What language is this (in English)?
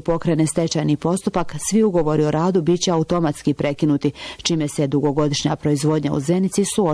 Bosnian